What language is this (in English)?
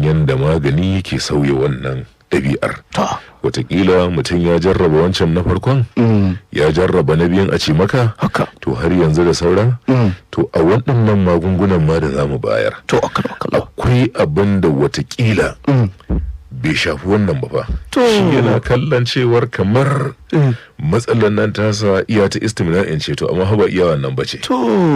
Hausa